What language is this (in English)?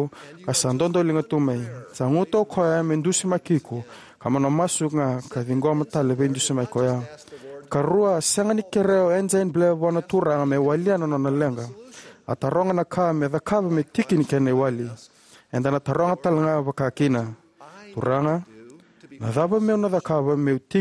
Fijian